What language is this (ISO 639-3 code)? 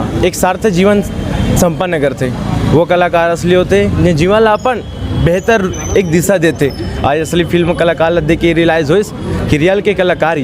hne